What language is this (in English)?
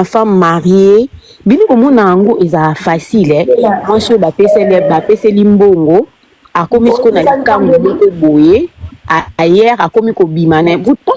Lingala